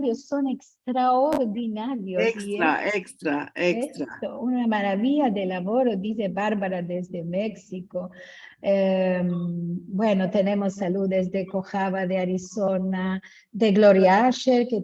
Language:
Ladino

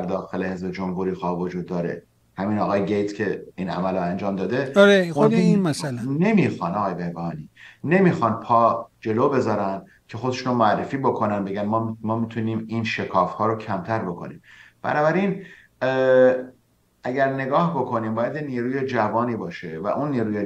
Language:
Persian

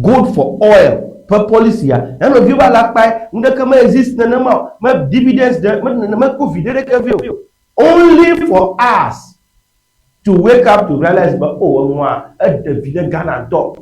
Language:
Ewe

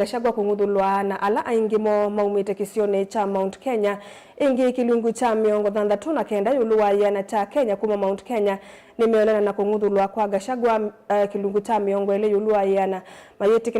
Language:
Kamba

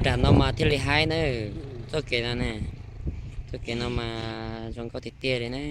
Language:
Hmong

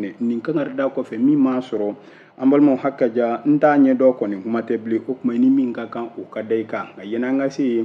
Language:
Bambara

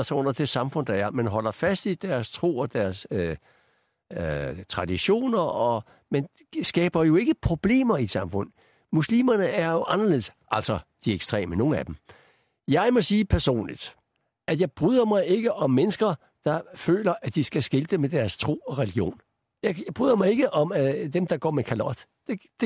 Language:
Danish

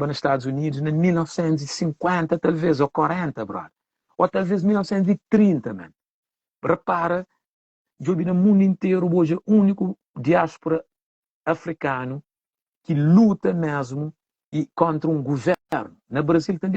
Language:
Kabuverdianu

